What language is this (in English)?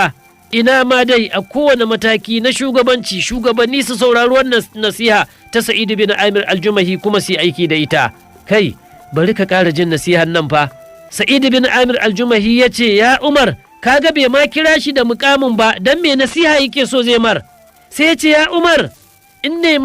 Hausa